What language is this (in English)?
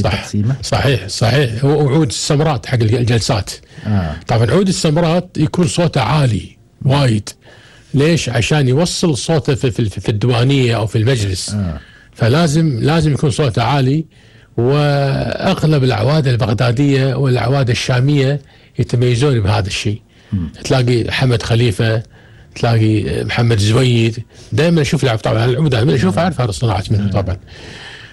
Gulf Arabic